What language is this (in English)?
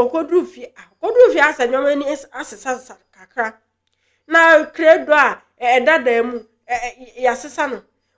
Akan